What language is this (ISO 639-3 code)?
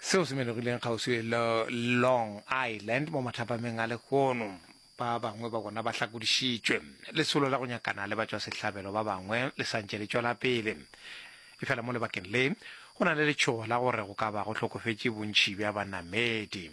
nso